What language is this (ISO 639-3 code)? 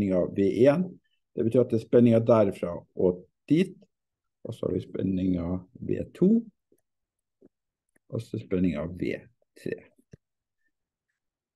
nor